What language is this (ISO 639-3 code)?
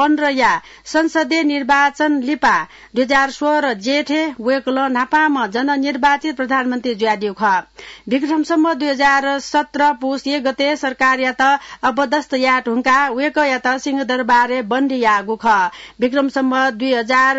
new